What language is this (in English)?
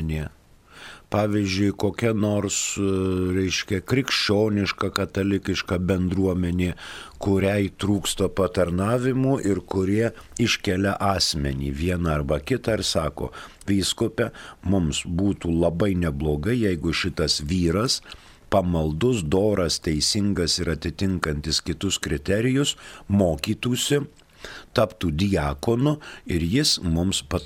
Lithuanian